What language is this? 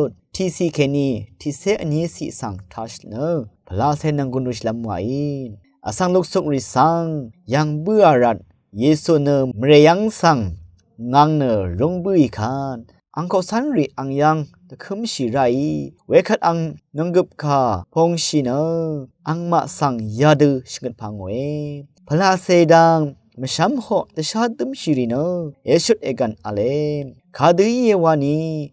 Rawang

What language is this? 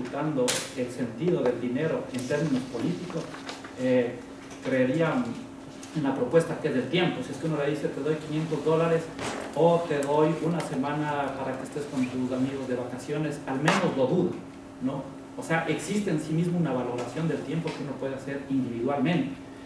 Spanish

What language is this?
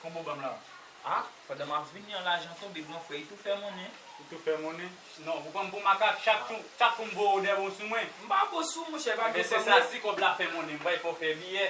Haitian Creole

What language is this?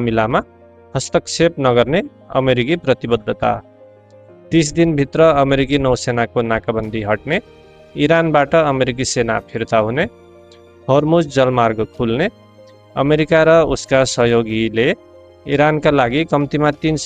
Nepali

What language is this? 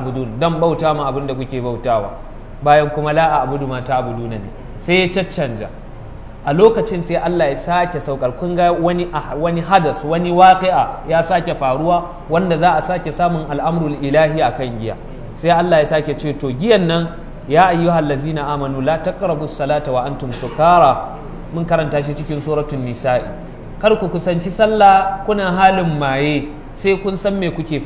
Hausa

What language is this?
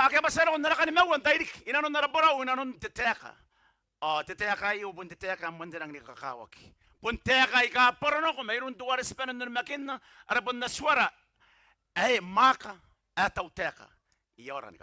Gilbertese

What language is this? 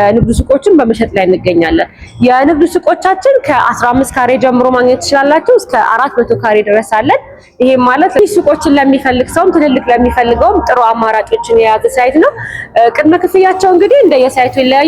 Amharic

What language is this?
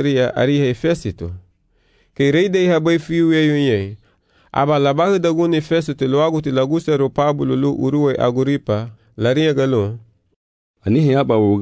Garifuna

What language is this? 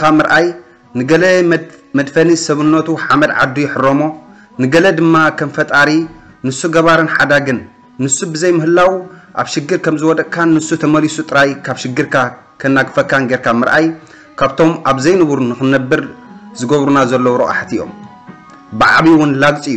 Tigrinya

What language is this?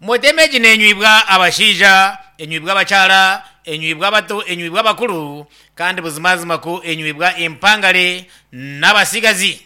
Nyankole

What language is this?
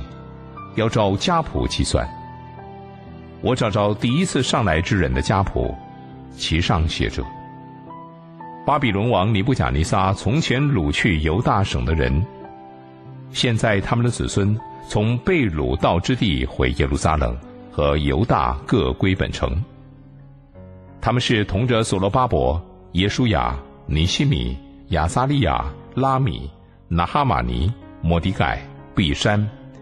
Chinese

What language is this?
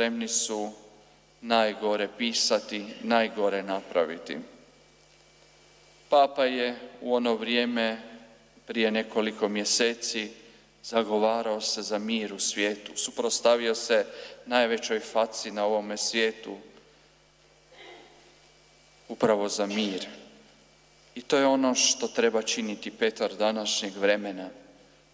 Croatian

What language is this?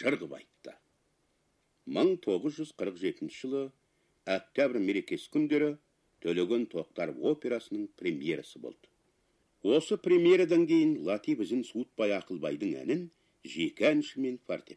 Kazakh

